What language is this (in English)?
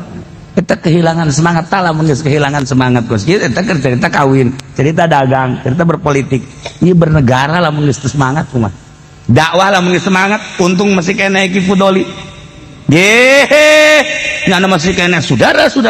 Sundanese